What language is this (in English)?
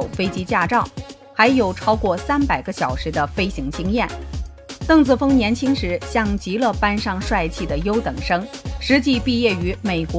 Chinese